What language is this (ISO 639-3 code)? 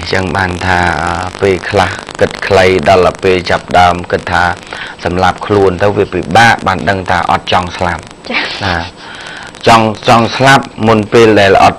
khm